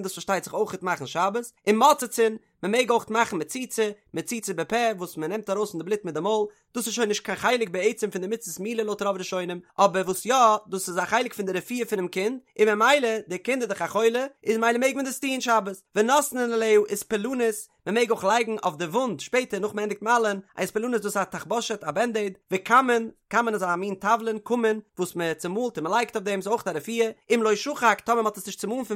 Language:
Yiddish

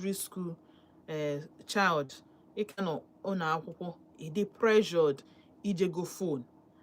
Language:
Igbo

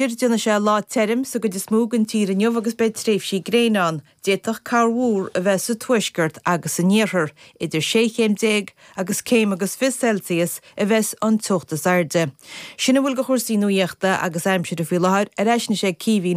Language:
Irish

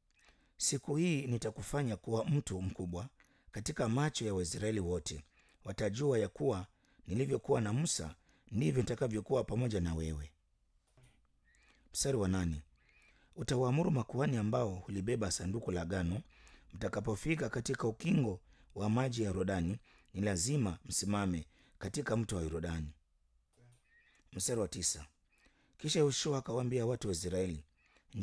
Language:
Swahili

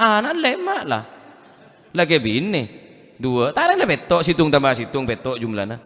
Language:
Madurese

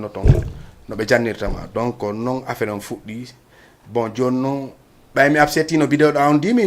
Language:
Fula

